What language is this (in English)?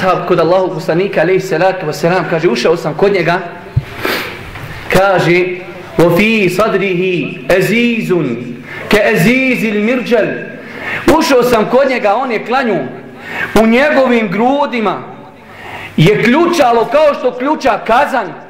Bosnian